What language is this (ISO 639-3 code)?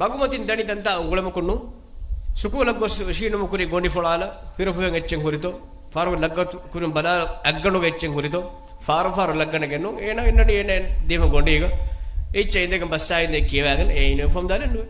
div